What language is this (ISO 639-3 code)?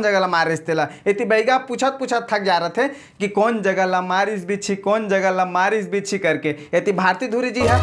hne